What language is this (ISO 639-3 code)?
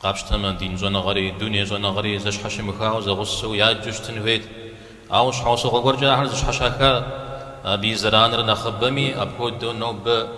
kbd